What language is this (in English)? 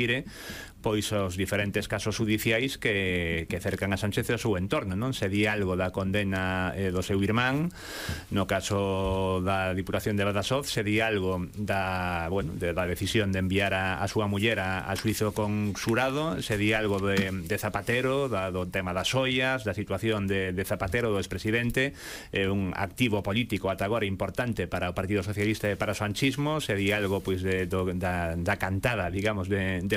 Galician